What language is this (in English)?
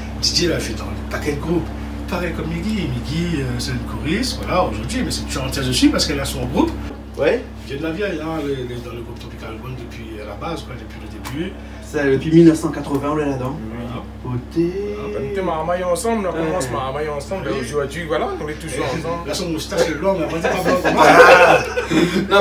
Réunion Creole French